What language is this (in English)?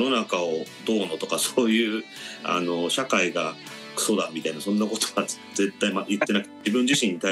Japanese